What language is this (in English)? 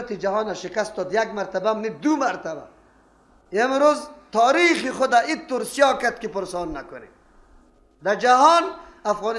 Persian